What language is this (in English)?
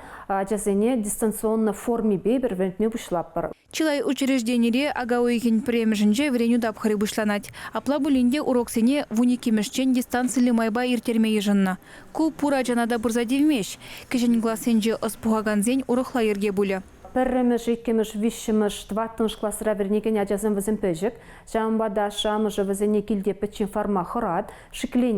Chuvash